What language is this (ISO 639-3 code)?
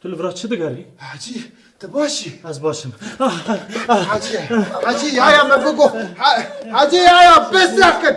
kur